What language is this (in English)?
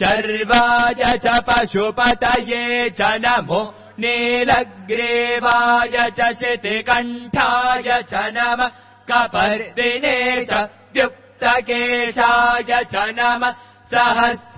Sanskrit